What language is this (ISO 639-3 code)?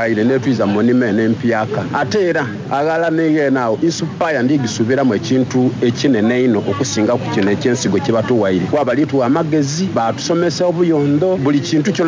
xog